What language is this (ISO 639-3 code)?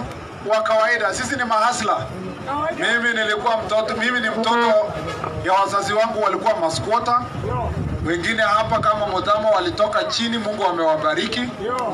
swa